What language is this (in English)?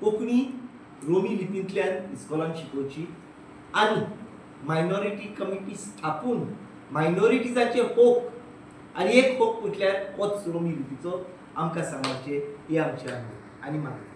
Konkani